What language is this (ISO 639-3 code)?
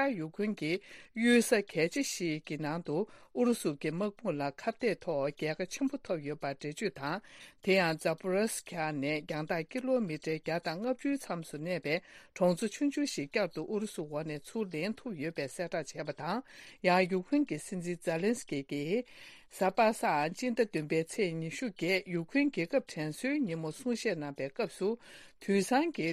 bod